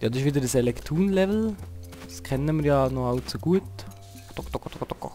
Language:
Swiss German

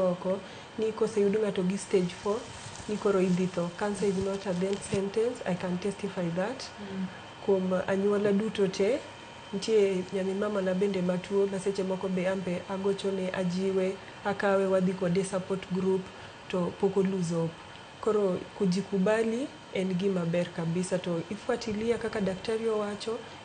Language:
Luo (Kenya and Tanzania)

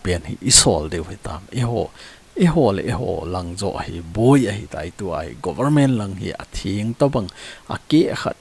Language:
Thado Chin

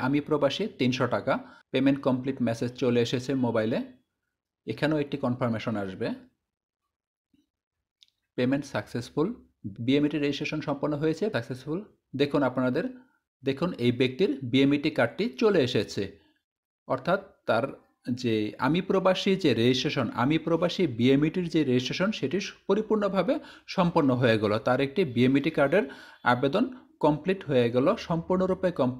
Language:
Bangla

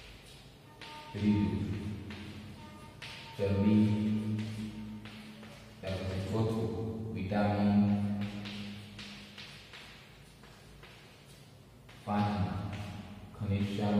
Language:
Gujarati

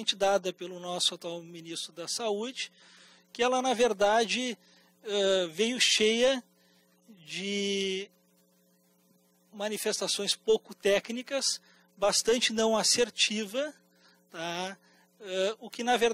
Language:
Portuguese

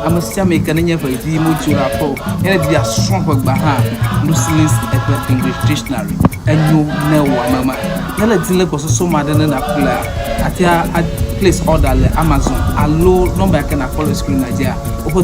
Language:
Ewe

